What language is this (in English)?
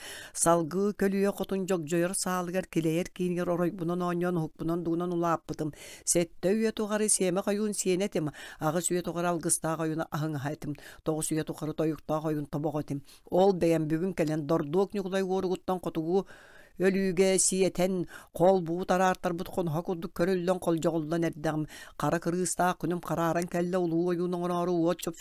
Yakut